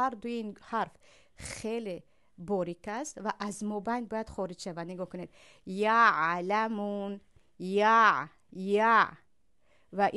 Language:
Tajik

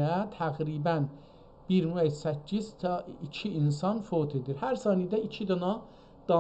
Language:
South Azerbaijani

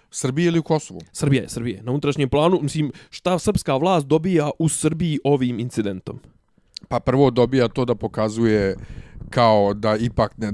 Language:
Bosnian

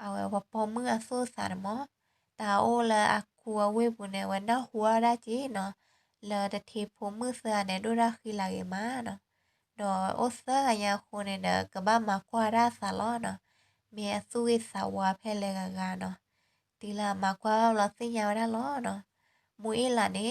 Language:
S'gaw Karen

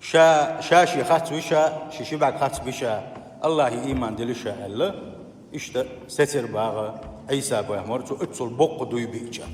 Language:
Chechen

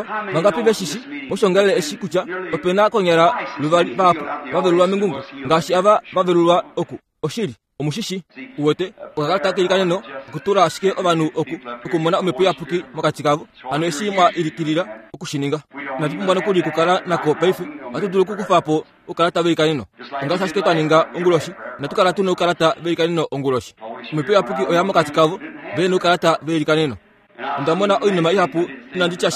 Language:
Kuanyama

